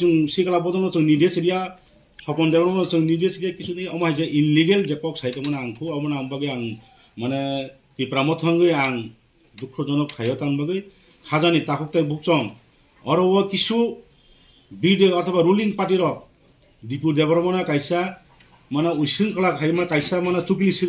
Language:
Kok Borok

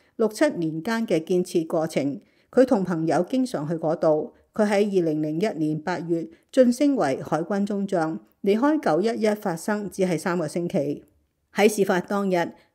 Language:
Cantonese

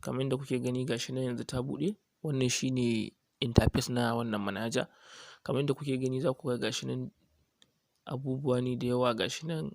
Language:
Hausa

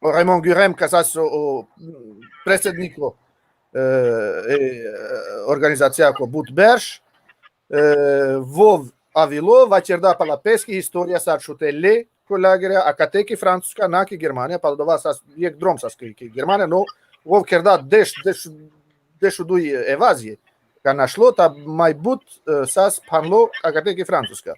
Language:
Balkan Romani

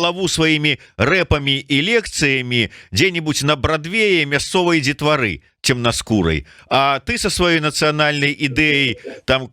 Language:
Belarusian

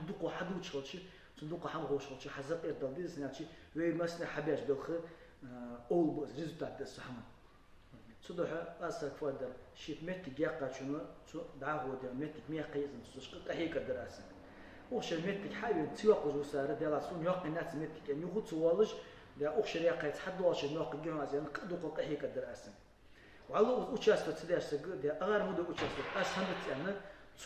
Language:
Ingush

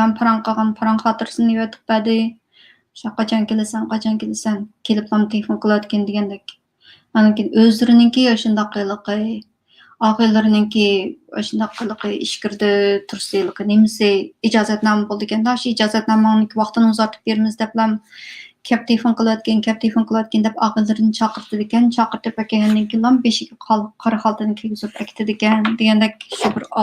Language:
Uyghur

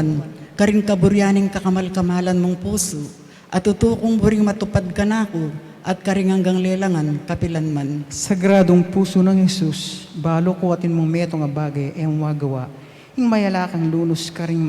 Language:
Pampanga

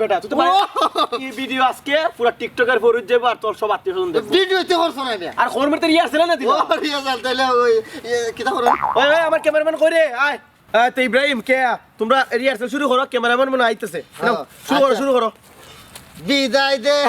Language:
Sylheti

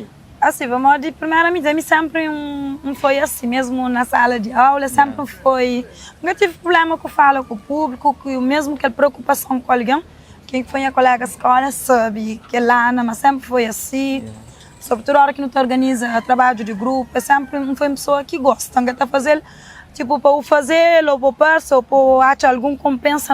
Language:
Kabuverdianu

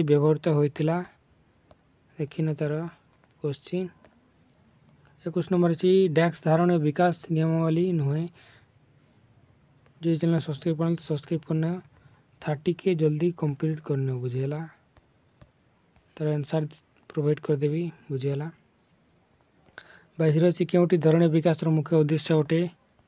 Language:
Odia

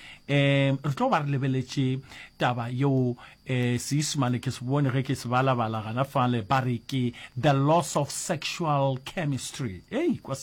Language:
Northern Sotho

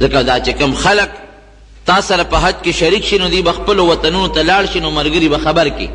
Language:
Pashto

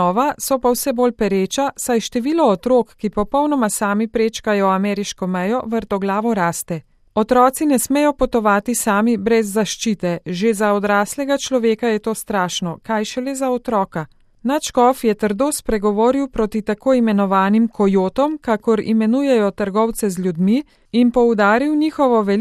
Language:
Slovenian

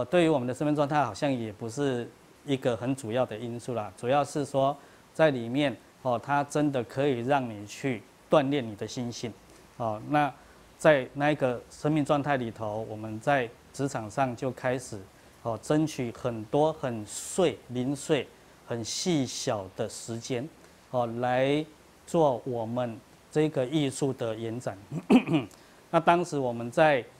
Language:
Chinese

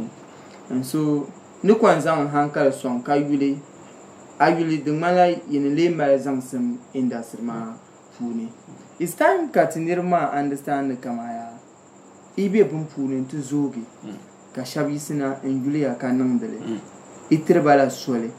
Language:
Dagbani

